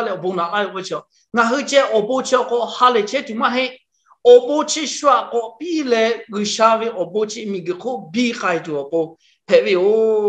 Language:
Lahu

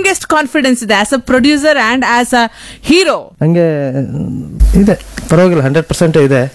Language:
Kannada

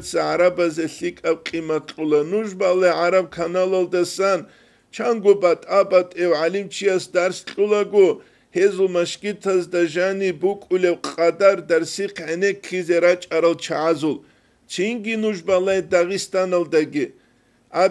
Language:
Avaric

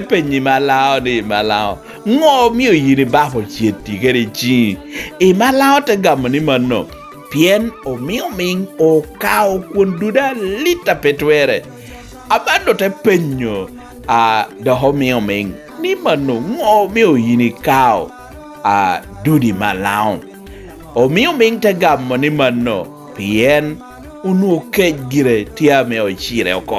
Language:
Lango (Uganda)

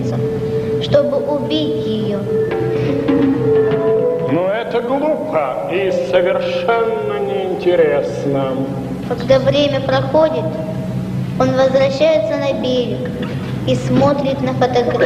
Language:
Russian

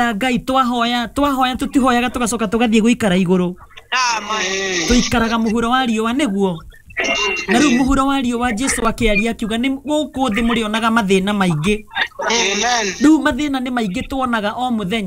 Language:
Kikuyu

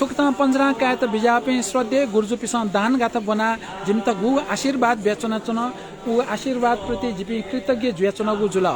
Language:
Newari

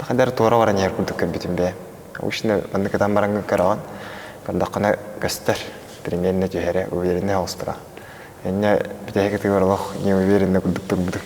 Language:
Yakut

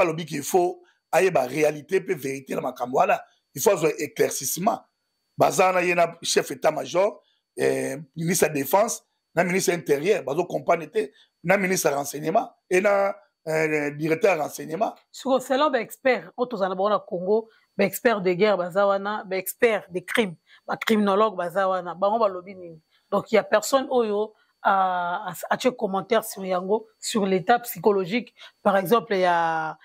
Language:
Lingala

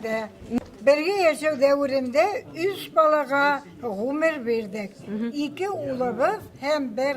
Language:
Bashkir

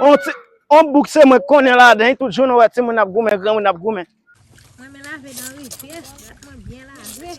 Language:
Haitian Creole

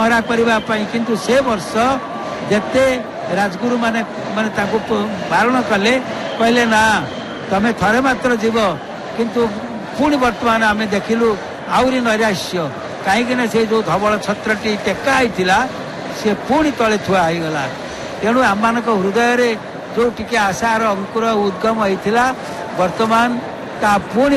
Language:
Odia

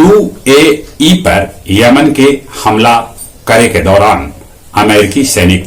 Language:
Magahi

